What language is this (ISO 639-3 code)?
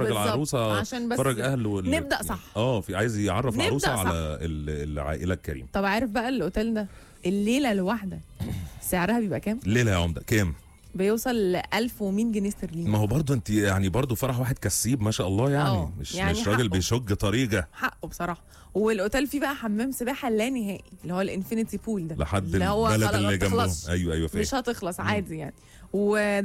arz